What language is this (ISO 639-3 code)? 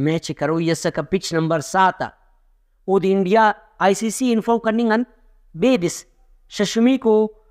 brh